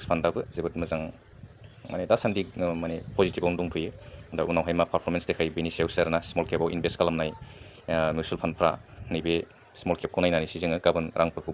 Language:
Bodo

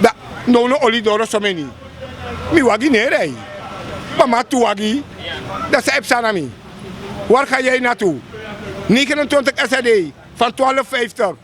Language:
Sranan Tongo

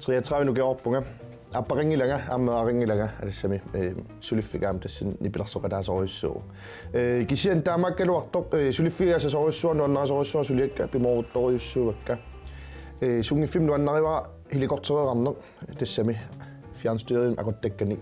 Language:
Kalaallisut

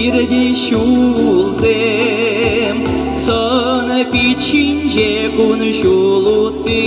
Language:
Chuvash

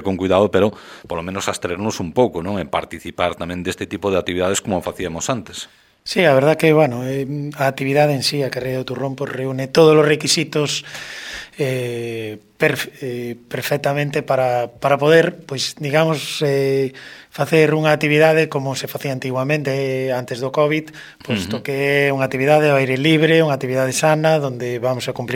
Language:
Galician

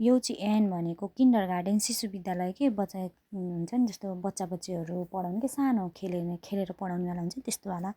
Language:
Nepali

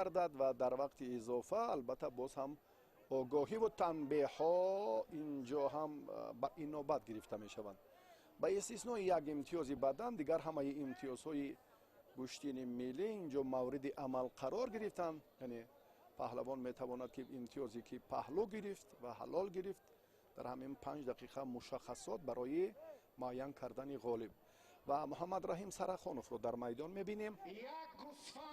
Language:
Tajik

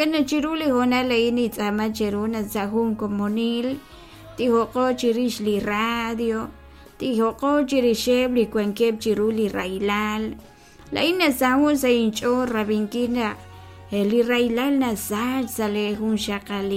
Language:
Kekchí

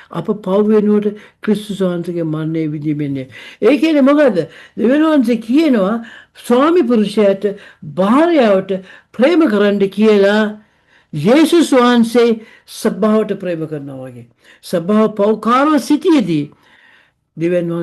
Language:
Sinhala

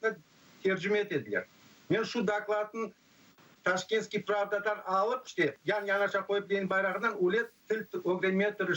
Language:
Crimean Tatar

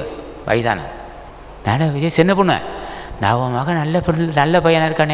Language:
Tamil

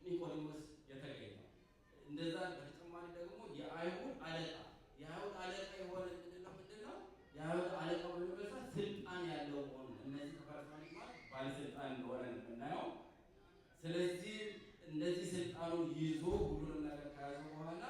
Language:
Amharic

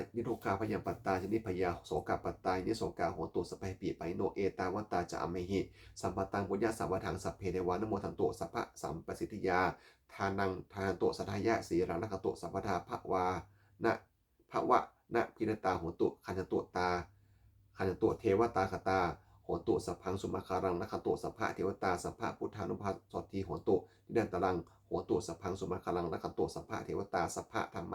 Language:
Pali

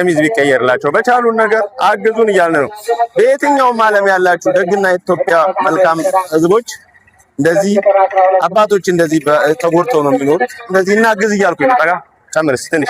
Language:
Amharic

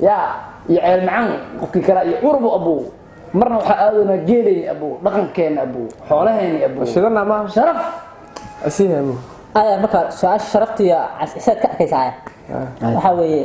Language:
Somali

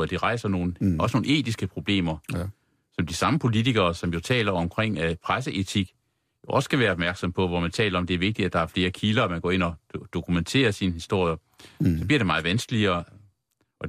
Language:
Danish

